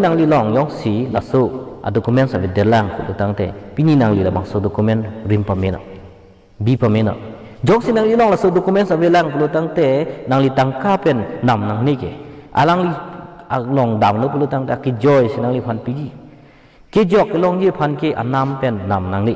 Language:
Karbi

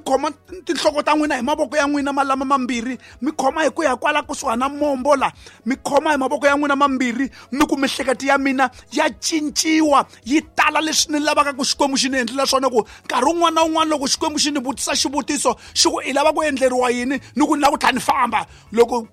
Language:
Tsonga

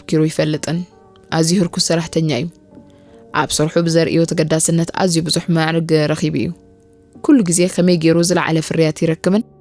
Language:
Tigrinya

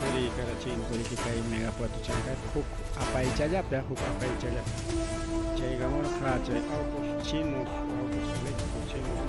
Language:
Ayacucho Quechua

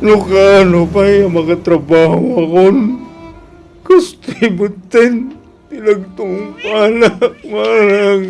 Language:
Iloko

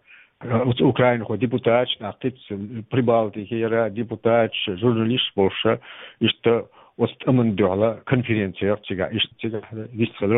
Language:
Chechen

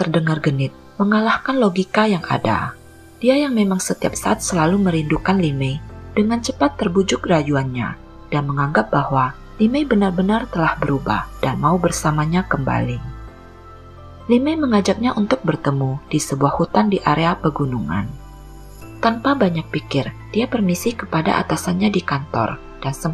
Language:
Indonesian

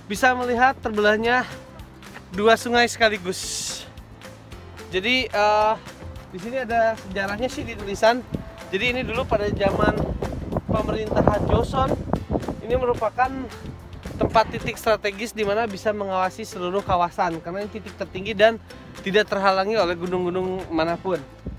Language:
Indonesian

